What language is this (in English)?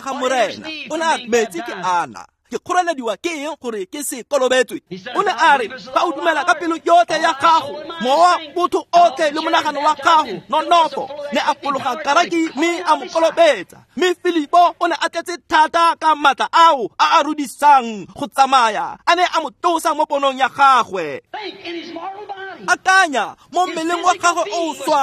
Tswana